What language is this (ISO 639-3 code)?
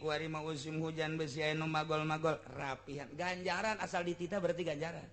sun